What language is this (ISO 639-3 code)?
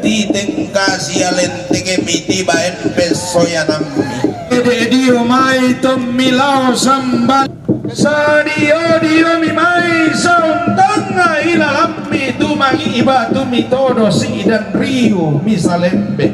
sda